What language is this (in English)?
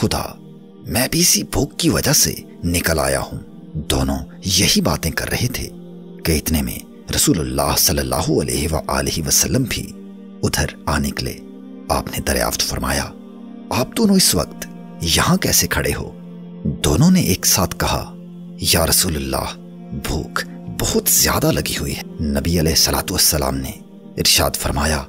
Urdu